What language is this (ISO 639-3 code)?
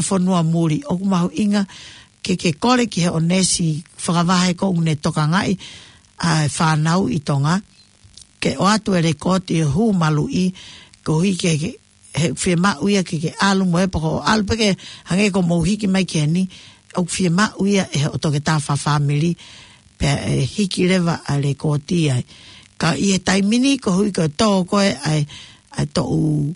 ton